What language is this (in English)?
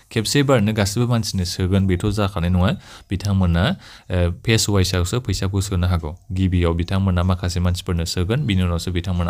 Bodo